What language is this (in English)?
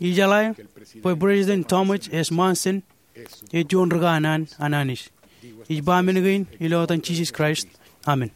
Marshallese